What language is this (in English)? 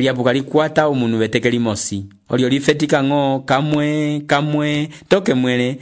Umbundu